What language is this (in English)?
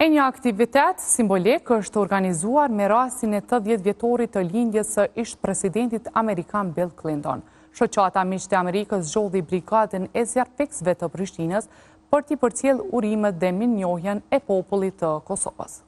Albanian